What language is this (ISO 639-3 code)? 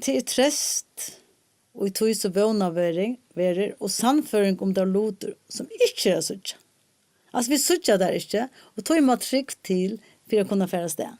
fao